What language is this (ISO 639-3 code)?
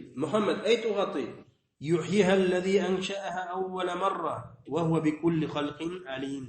bak